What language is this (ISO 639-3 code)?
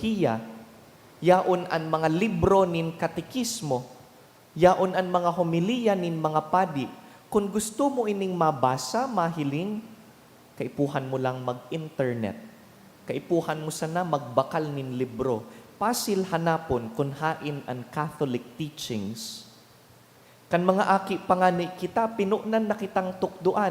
bik